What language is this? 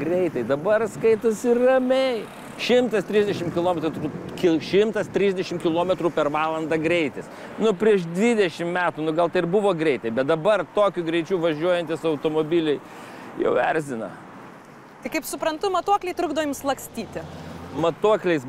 Lithuanian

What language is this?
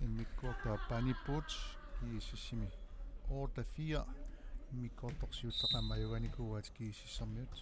Kalaallisut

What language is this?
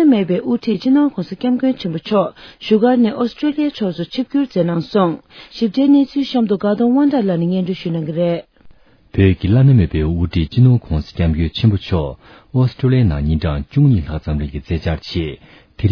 Tibetan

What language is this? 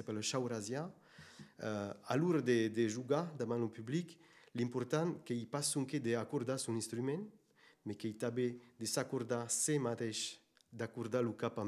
Occitan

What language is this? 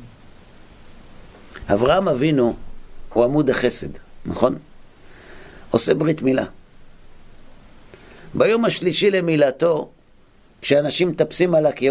Hebrew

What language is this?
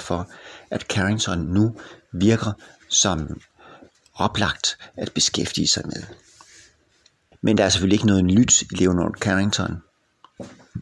Danish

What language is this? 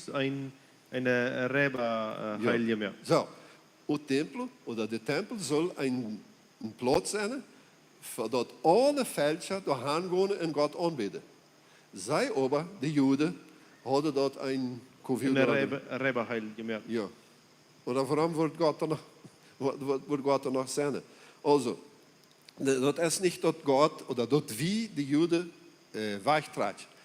Plautdietsch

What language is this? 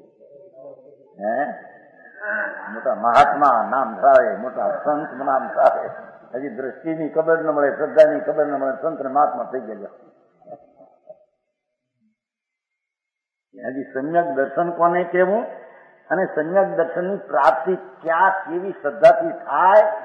Gujarati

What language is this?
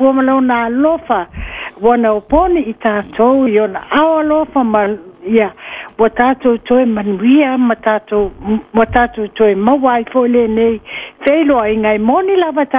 Samoan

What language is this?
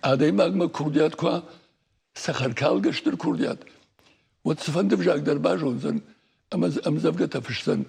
Ossetic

